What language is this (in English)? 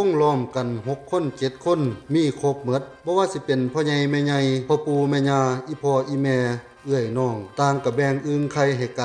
Lao